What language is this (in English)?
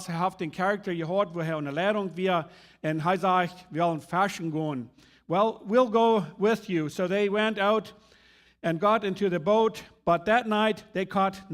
Plautdietsch